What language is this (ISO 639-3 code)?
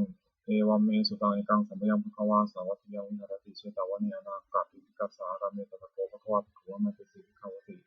pli